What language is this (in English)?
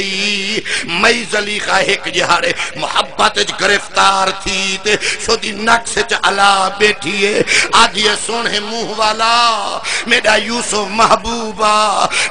Saraiki